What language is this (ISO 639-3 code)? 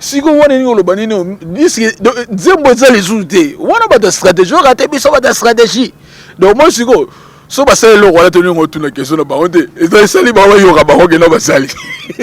lin